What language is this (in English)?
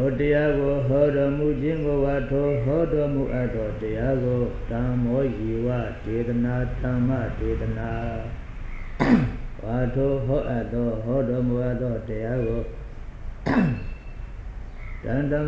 Burmese